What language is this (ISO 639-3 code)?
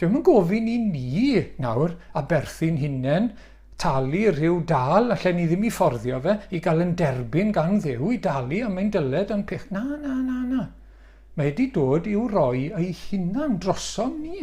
cym